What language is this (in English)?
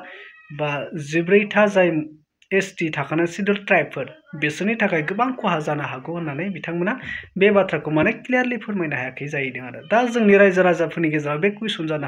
Bodo